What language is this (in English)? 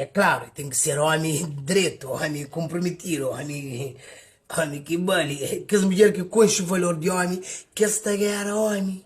Kabuverdianu